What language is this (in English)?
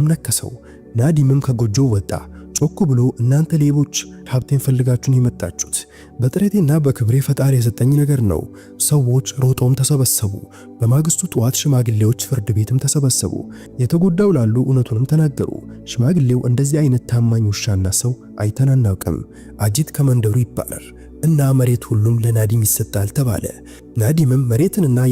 Amharic